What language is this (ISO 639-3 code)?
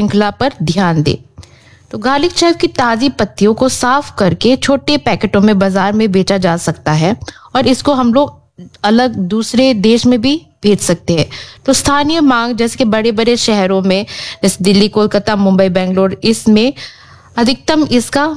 hin